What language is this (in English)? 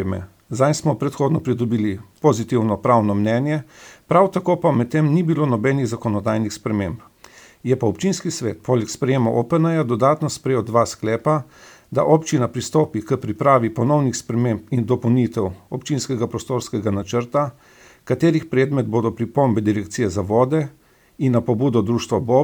Slovenian